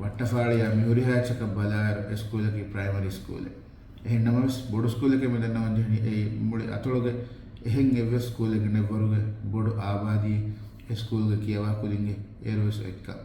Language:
Divehi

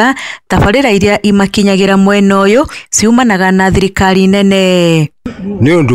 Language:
Kikuyu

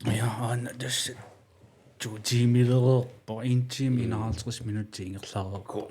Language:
Kalaallisut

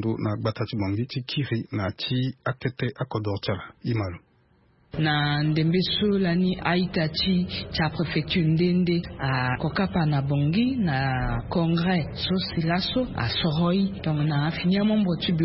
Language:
Sango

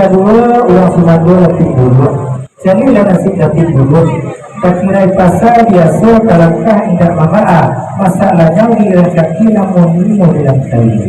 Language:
Minangkabau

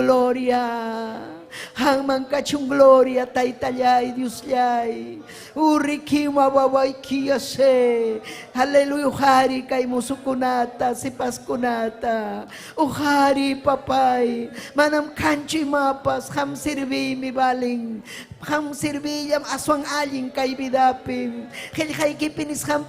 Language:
Ayacucho Quechua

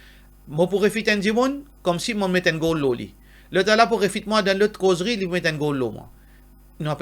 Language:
Morisyen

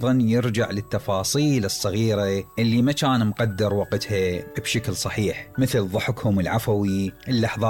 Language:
Mesopotamian Arabic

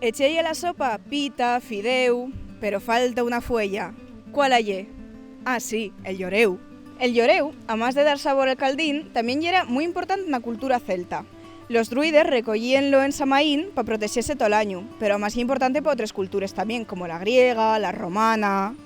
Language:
Asturian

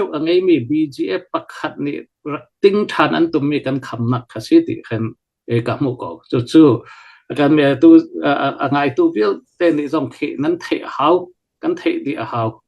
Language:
Hakha Chin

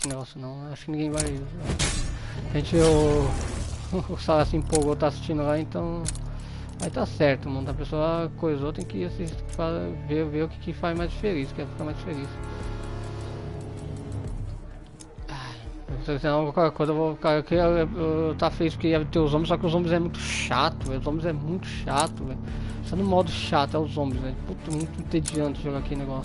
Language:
Portuguese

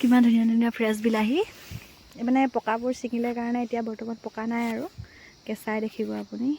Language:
Assamese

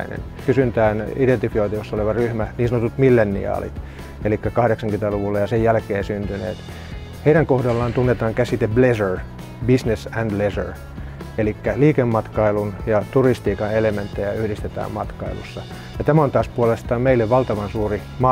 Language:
Finnish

